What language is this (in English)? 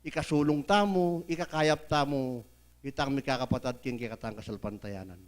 Pampanga